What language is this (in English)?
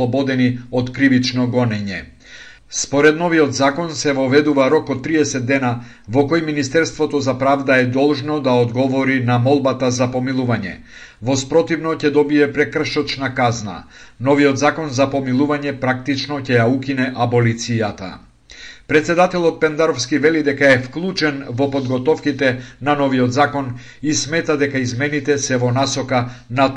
Macedonian